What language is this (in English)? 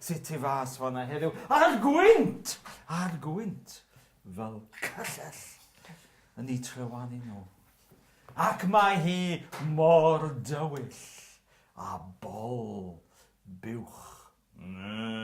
Welsh